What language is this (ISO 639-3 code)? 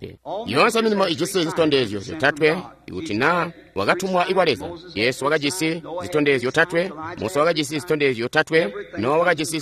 toi